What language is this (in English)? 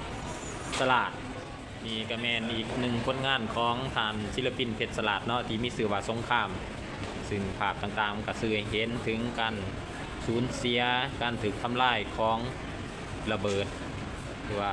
Lao